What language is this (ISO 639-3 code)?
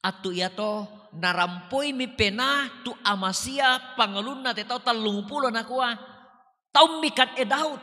sda